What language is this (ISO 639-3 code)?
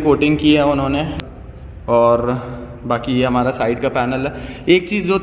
hin